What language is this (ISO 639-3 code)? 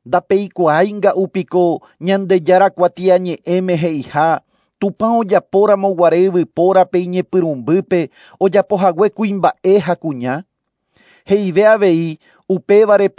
grn